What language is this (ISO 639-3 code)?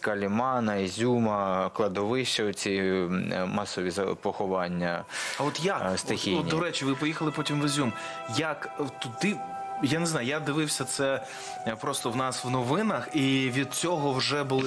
ukr